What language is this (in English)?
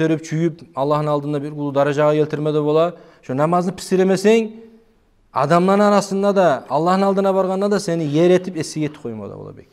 Kumyk